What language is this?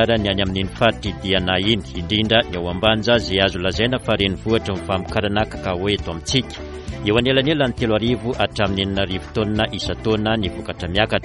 Malagasy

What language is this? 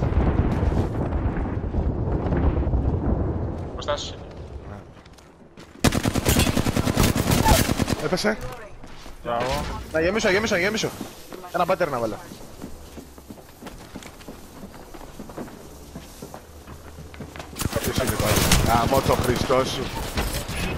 Greek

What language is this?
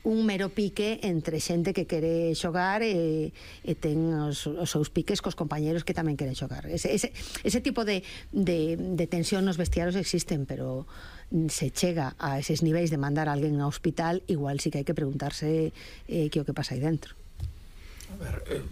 Galician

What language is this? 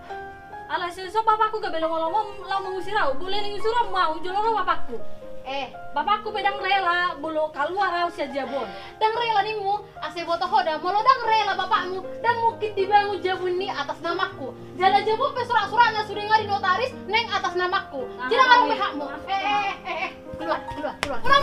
Batak Toba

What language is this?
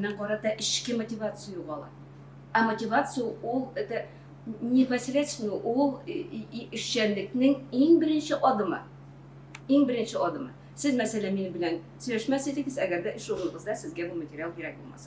Tatar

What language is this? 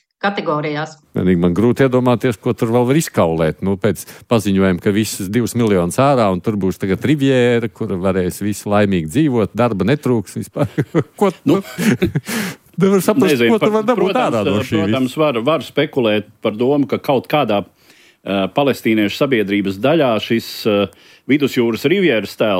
Latvian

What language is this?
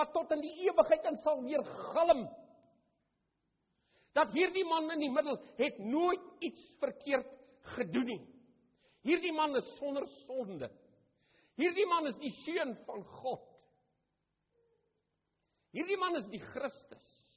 Afrikaans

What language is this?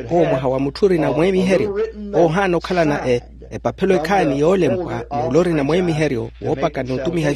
Makhuwa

